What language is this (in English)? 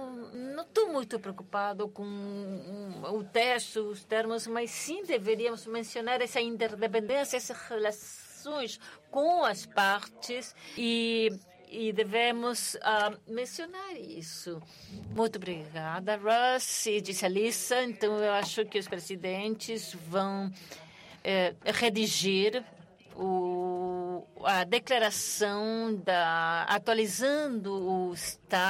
Portuguese